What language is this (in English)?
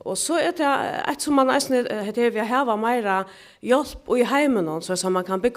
Faroese